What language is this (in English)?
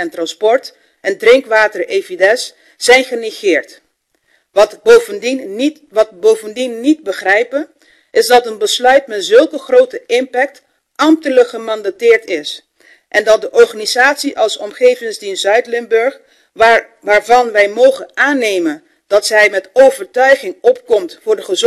Dutch